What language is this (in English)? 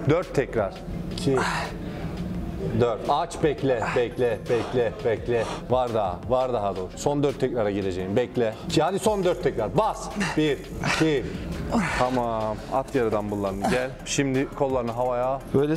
Turkish